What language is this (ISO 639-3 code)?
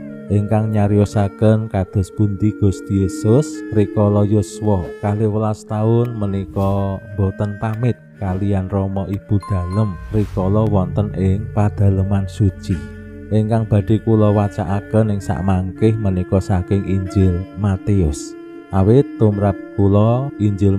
jav